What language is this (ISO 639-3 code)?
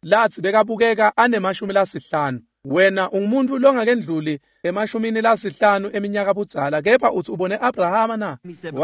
ssw